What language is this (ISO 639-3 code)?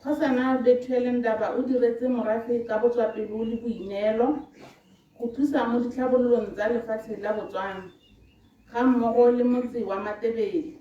tsn